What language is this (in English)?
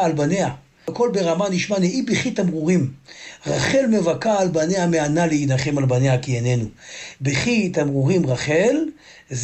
Hebrew